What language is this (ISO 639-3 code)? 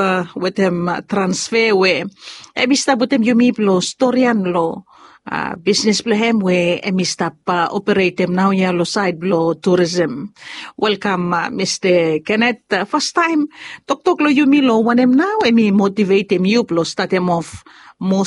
bis